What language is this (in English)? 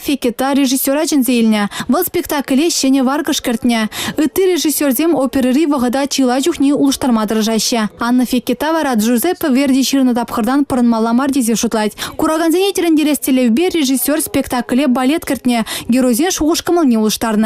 Chuvash